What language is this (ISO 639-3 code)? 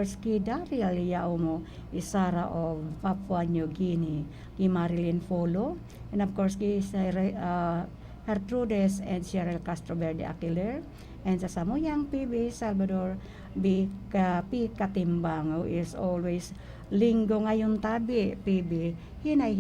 bik